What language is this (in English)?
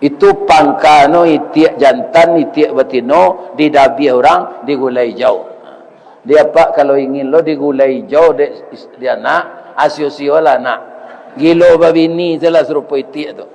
Minangkabau